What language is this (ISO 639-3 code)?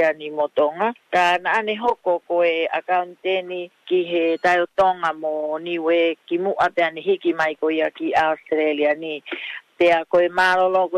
ton